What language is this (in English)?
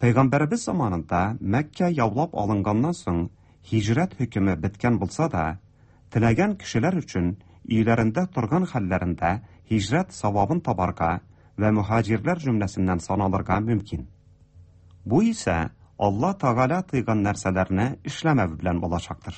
Tatar